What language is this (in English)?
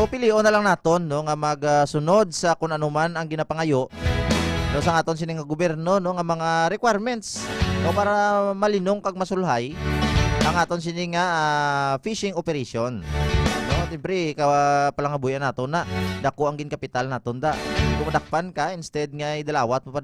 Hiligaynon